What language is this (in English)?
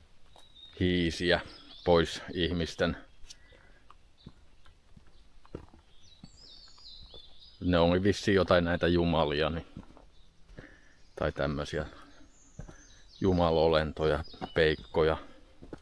Finnish